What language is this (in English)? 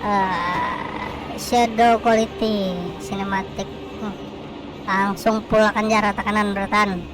Banjar